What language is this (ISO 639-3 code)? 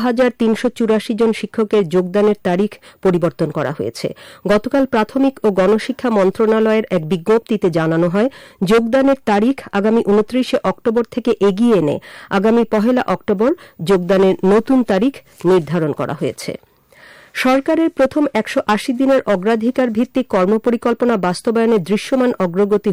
ben